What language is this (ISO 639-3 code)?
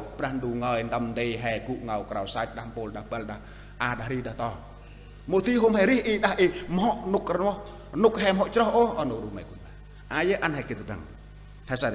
cmo